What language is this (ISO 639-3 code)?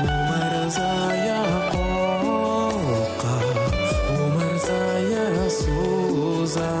tat